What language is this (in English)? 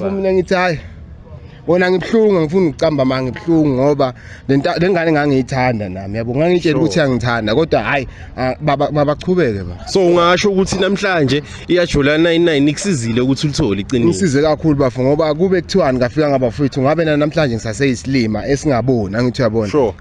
Zulu